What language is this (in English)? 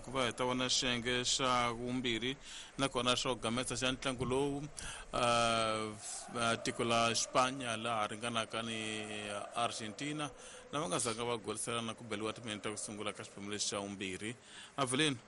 Tsonga